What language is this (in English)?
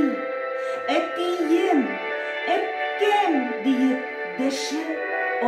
Tatar